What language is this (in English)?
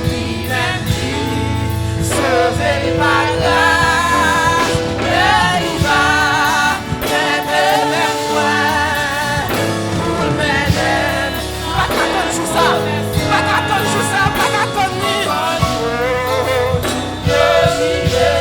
Haitian Creole